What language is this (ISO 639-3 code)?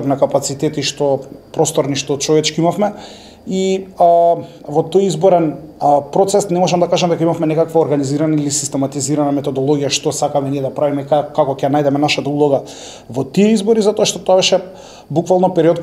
mkd